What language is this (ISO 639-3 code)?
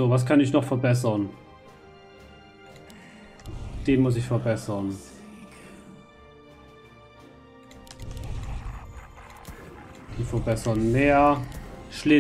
deu